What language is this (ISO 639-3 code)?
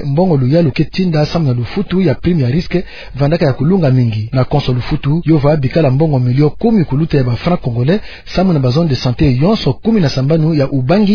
ktu